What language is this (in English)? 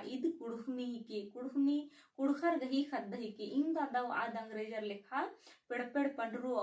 Kurukh